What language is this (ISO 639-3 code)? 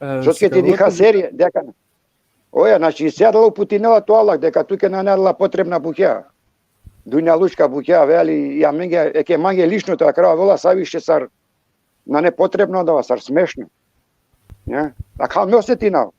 rmn